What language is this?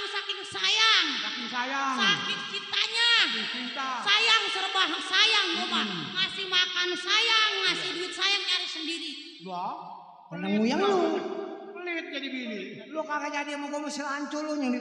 Betawi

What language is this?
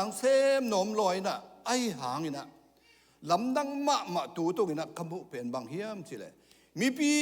Tedim Chin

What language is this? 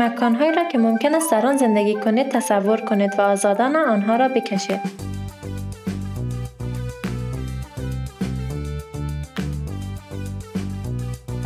Persian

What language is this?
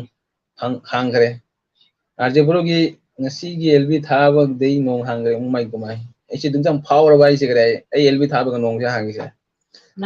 Manipuri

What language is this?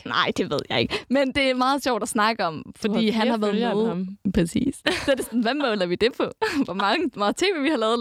Danish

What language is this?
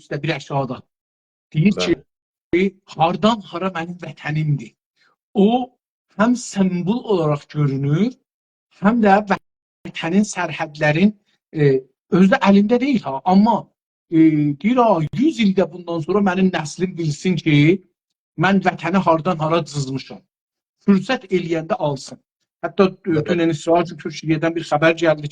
South Azerbaijani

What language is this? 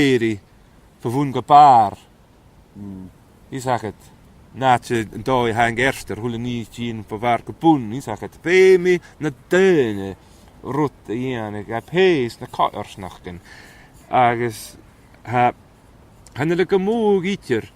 Scottish Gaelic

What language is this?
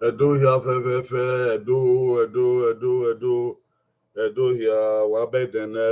Bini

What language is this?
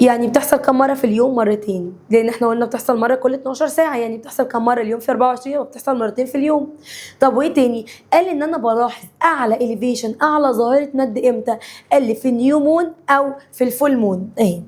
Egyptian Arabic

